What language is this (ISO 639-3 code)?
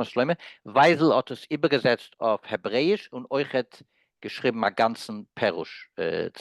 yid